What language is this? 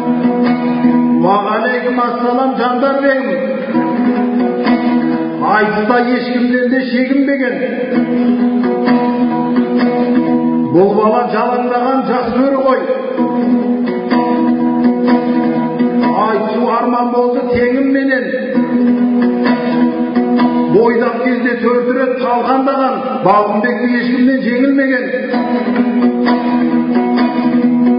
Kazakh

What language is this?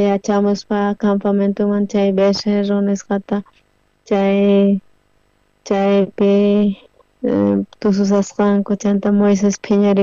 South Bolivian Quechua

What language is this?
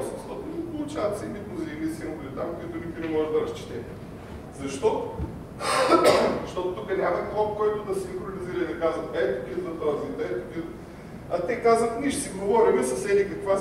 Bulgarian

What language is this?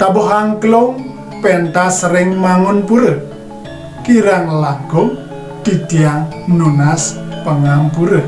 Balinese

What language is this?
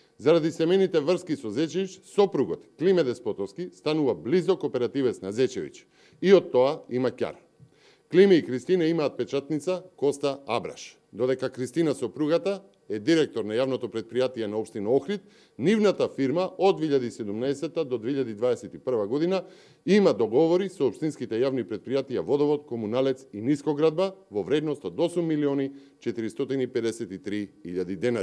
Macedonian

